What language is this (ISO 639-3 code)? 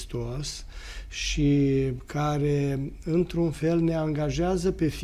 ron